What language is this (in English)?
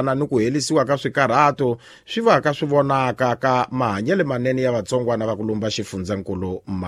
Tsonga